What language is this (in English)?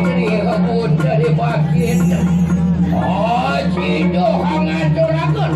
Balinese